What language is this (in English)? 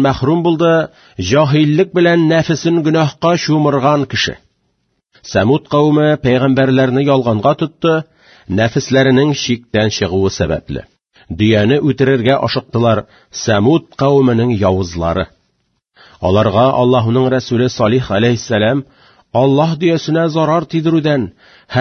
Tatar